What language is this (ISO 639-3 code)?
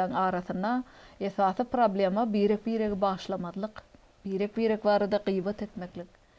tuk